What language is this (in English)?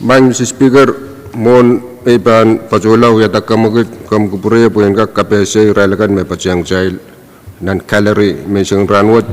Pohnpeian